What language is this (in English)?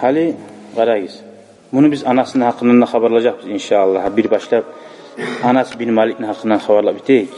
Kumyk